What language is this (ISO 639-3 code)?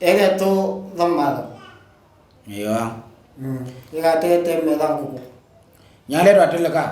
mor